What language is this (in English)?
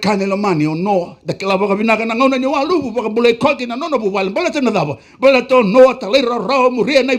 Fijian